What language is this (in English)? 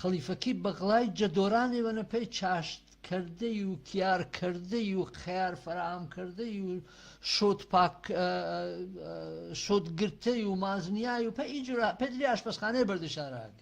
Gurani